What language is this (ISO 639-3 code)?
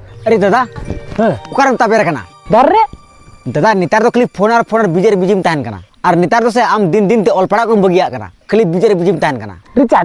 sat